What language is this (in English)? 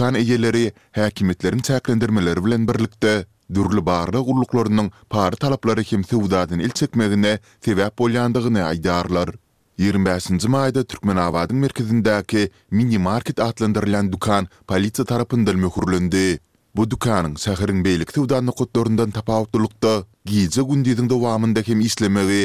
Turkmen